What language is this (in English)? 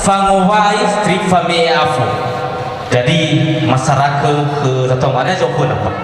Nias